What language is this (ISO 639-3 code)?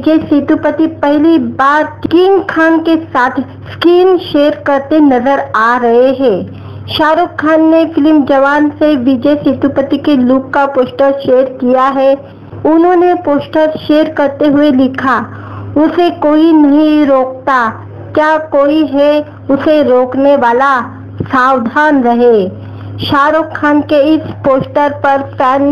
hin